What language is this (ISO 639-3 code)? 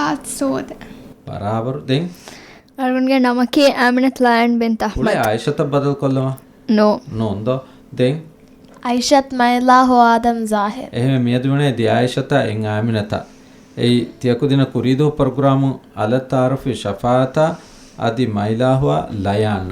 div